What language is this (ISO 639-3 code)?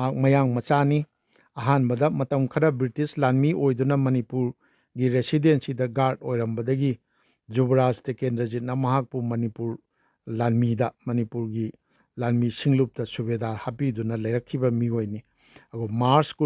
mni